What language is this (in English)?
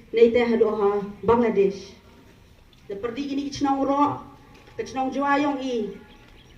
Pnar